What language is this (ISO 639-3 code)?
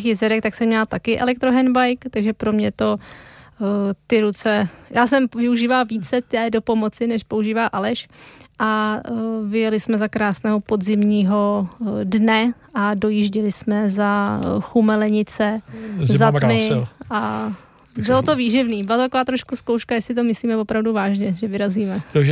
ces